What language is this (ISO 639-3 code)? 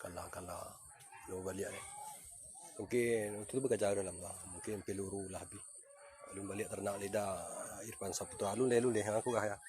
min